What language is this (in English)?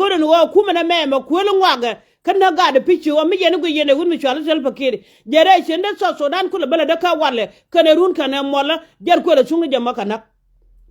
Nuer